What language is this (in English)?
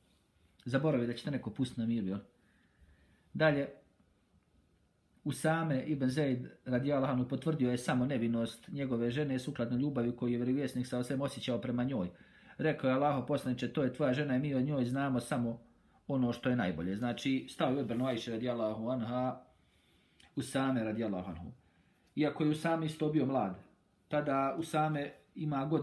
Bosnian